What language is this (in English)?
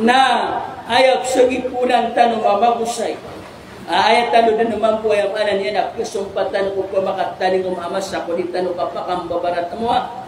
Maranao